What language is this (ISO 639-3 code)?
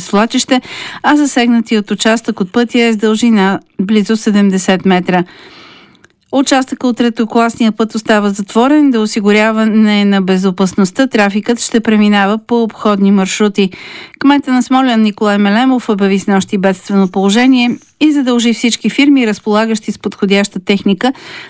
bul